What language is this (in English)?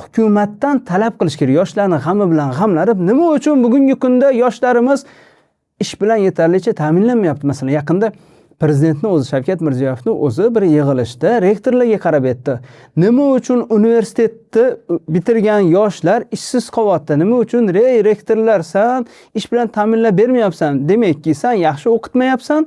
Uzbek